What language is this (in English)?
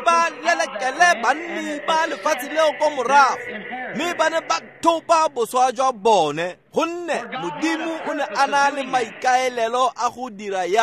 Tswana